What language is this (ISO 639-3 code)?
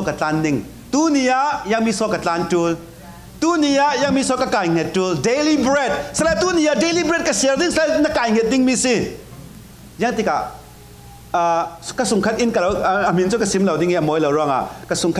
cfm